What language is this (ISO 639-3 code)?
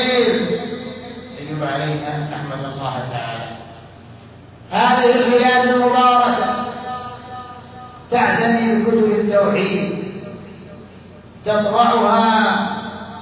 ara